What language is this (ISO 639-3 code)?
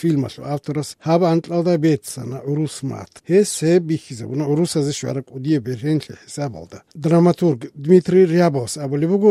ava